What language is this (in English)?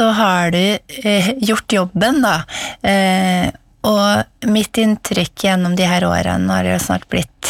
Norwegian